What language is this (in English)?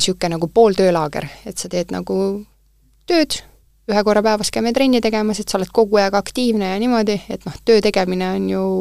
Estonian